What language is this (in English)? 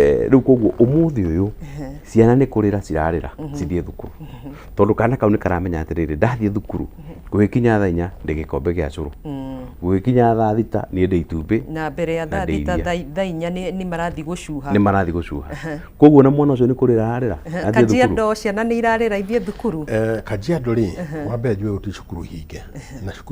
Kikuyu